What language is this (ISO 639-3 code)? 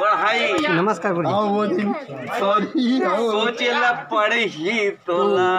hne